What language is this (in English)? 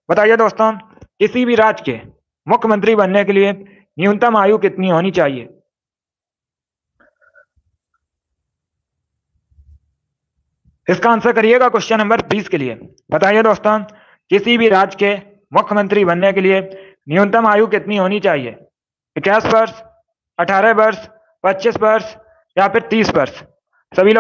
Hindi